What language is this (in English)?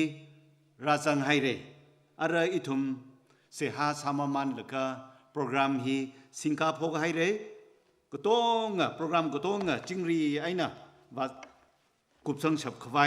Tangkhul Naga (India)